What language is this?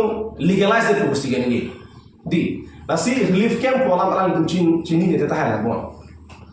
Karbi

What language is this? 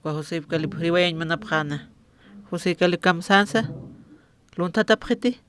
Aymara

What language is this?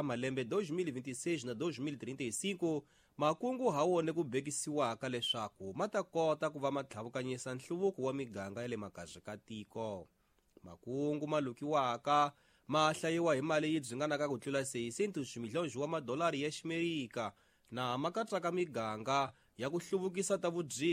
Tsonga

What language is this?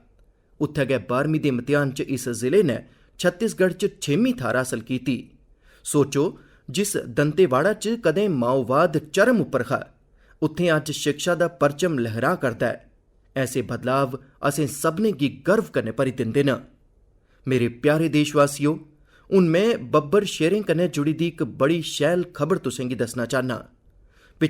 Dogri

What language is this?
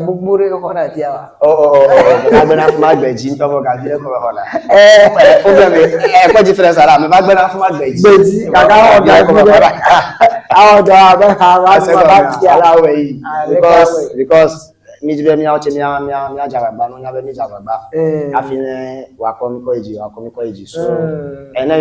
Ewe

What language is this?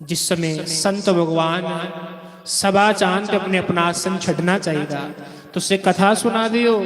Dogri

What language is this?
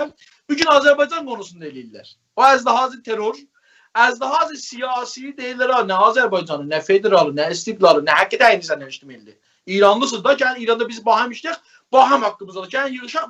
South Azerbaijani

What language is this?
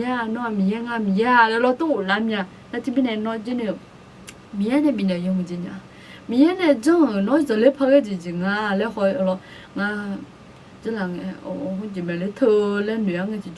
Akha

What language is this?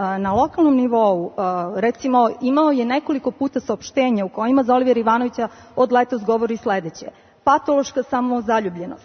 Serbian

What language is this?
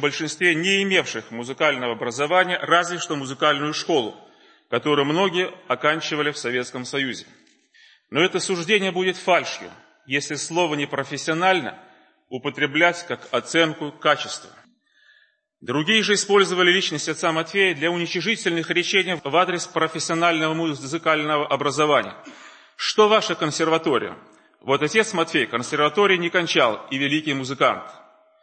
Russian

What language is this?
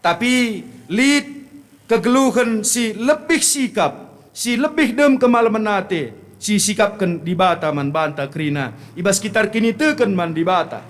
Batak Karo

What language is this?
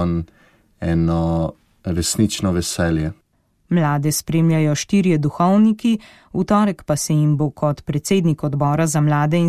Slovenian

